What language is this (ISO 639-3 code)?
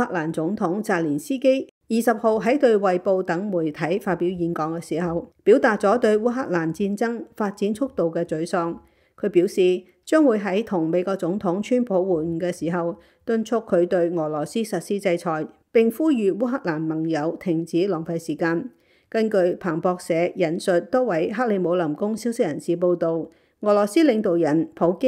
yue